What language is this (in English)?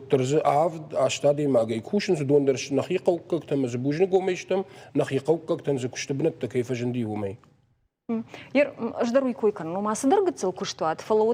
Ossetic